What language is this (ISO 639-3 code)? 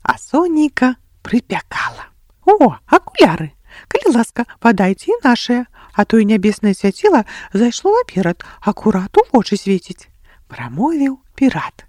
bel